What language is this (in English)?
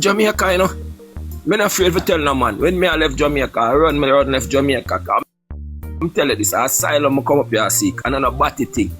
Jamaican Creole English